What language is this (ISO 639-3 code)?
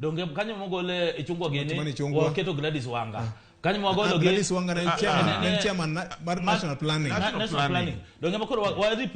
luo